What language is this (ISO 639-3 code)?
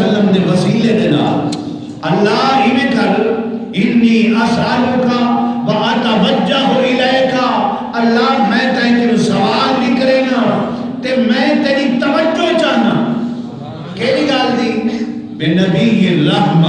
skr